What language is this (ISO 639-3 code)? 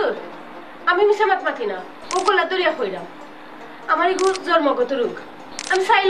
syl